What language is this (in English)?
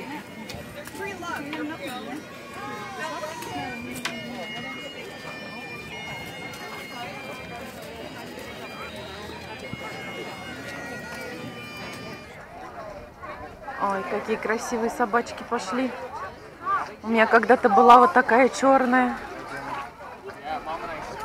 Russian